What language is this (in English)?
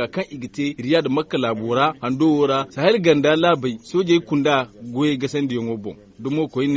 Zarma